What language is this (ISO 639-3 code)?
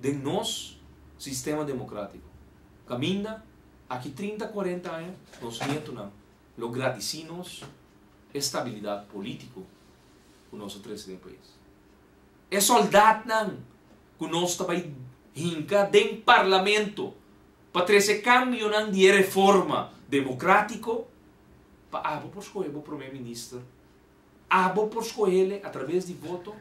pap